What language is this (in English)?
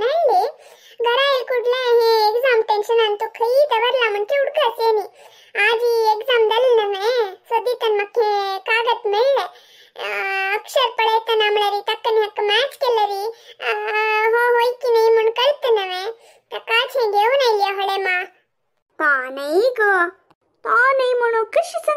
Konkani